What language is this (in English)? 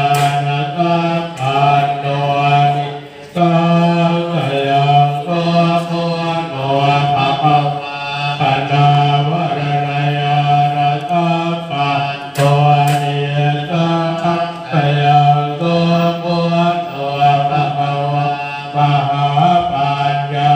Pali